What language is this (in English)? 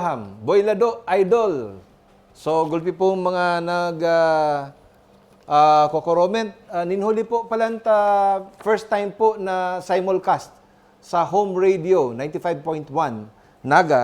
Bikol